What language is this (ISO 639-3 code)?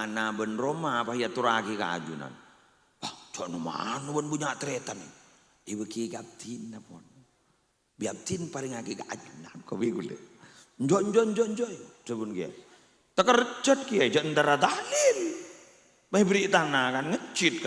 mad